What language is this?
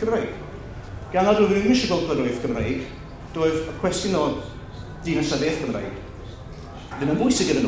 Welsh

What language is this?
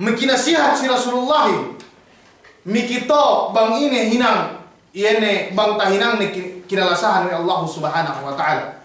Yakan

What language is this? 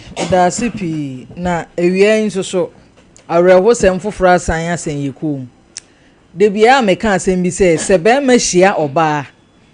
Akan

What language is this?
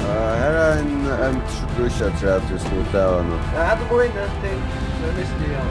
Faroese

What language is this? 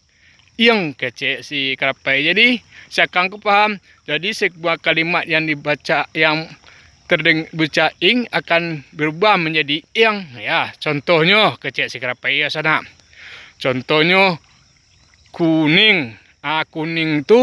Minangkabau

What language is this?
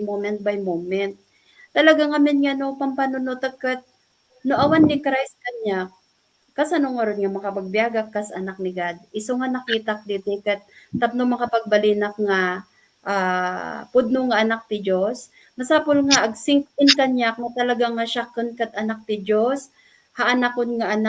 Iloko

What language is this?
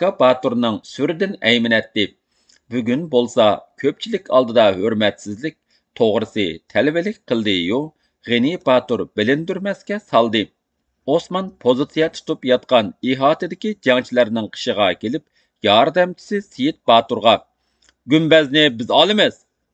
Uyghur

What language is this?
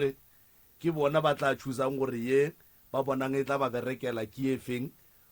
Northern Sotho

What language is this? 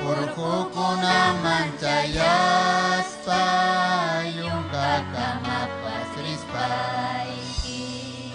Ayacucho Quechua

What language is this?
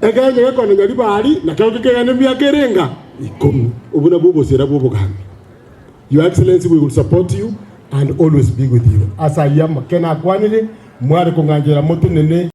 Gusii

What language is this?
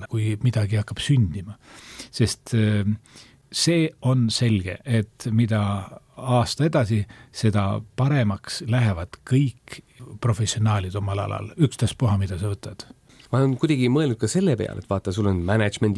Estonian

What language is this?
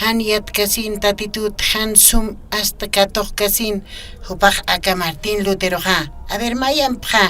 Aymara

